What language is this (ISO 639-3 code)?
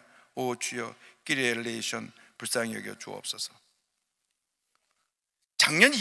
kor